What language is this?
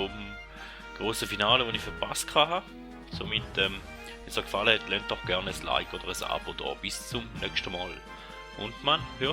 Swiss German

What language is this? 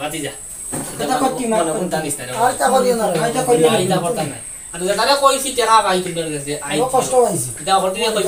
Sylheti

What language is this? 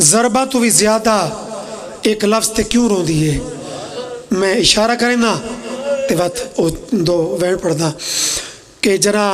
Pahari-Potwari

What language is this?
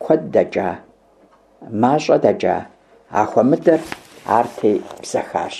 Kabardian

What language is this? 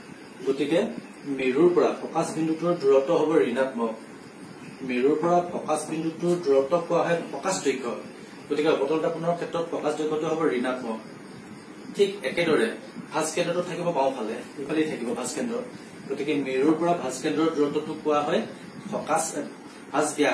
Assamese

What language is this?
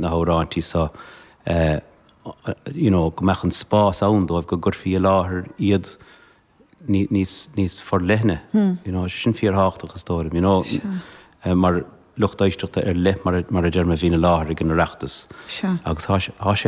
Irish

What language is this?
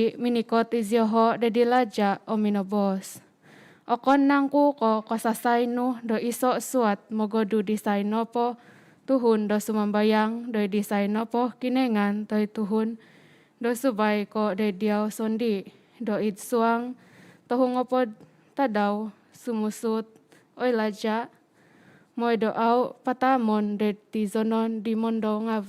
Central Dusun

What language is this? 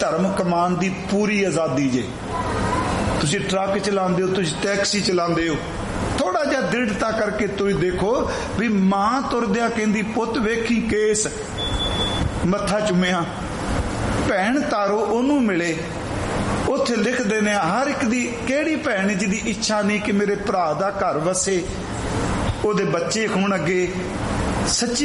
Punjabi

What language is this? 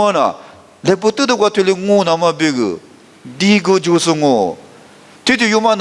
Lisu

